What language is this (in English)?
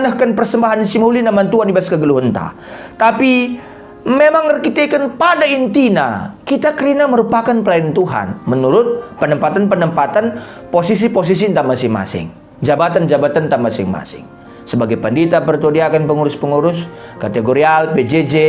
Batak Karo